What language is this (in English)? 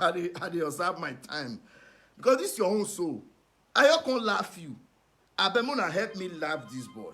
Nigerian Pidgin